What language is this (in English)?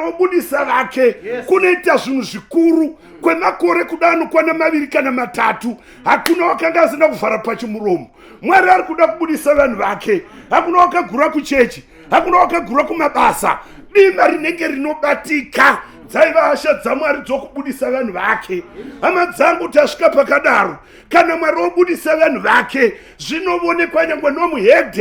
Shona